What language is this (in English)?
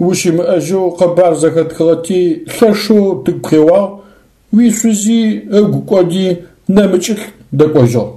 Adyghe